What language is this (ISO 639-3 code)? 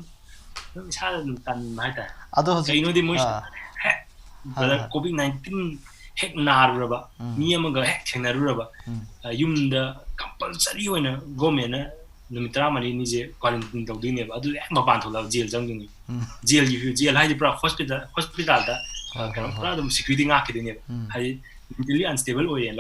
mni